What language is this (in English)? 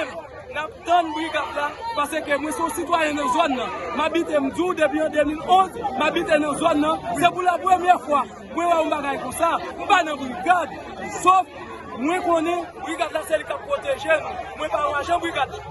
Haitian Creole